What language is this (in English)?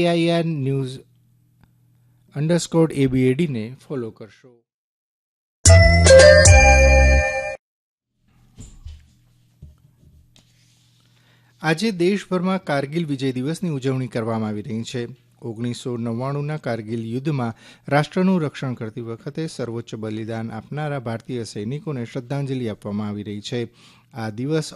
Gujarati